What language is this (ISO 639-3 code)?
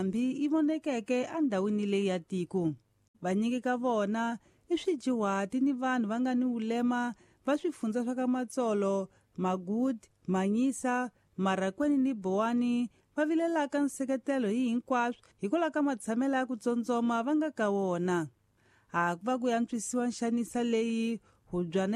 tso